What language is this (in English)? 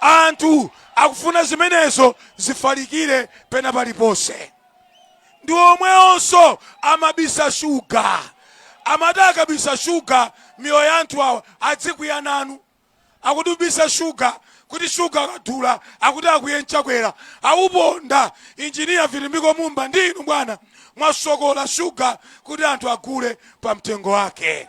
Nyanja